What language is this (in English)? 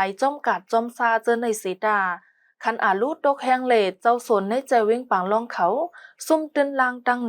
Shan